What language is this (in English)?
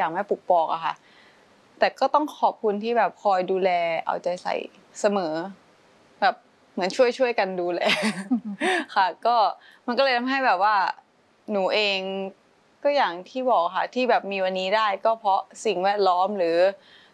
Thai